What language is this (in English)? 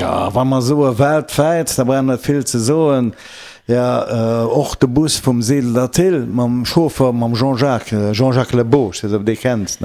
Luxembourgish